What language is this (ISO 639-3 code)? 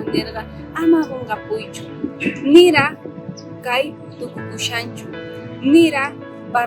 quh